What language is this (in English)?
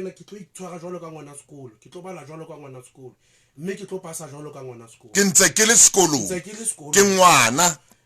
Southern Sotho